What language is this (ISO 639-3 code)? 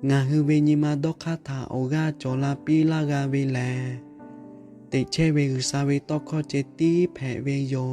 lhu